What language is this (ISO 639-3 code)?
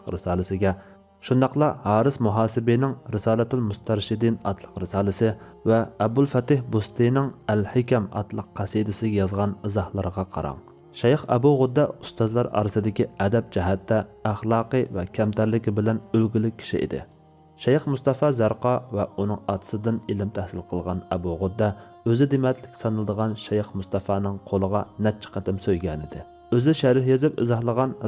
uig